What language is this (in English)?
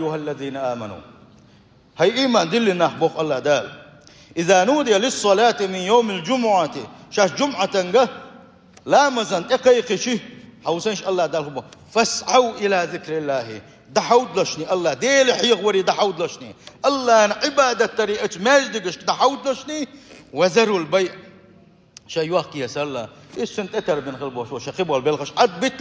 Chechen